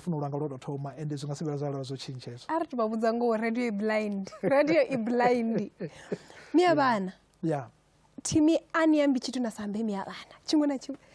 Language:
Venda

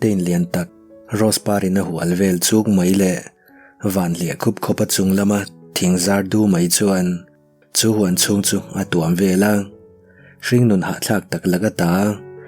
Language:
Mizo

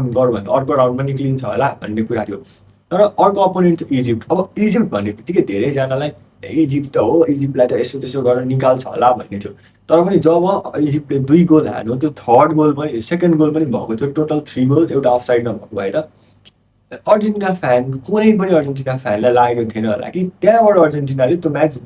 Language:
Nepali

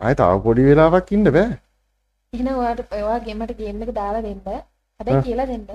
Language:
Sinhala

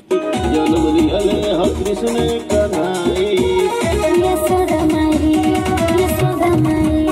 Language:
Bhojpuri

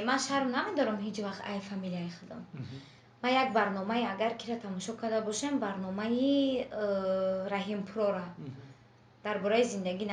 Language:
Tajik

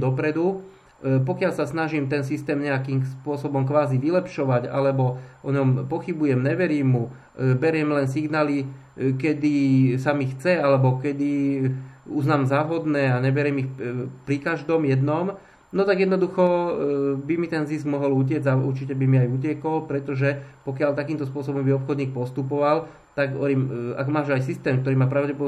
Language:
Slovak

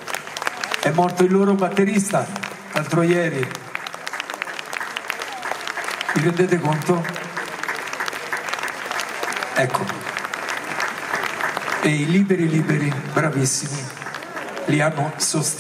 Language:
Italian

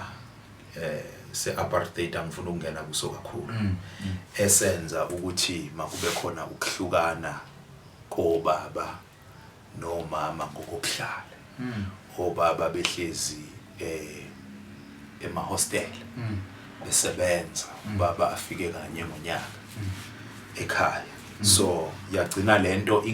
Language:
Zulu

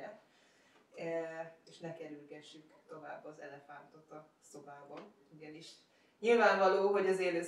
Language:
Hungarian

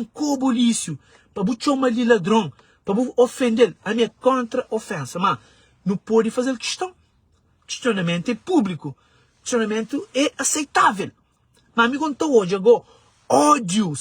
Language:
Kabuverdianu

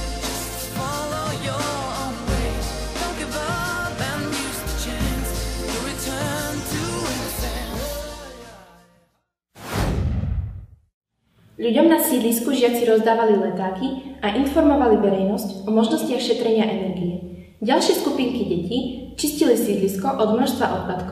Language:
Slovak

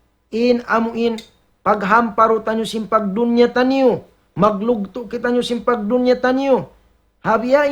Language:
Tausug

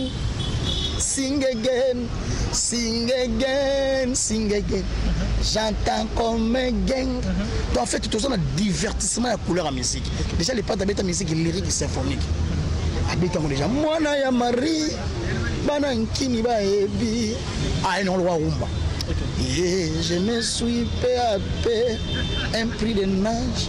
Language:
Lingala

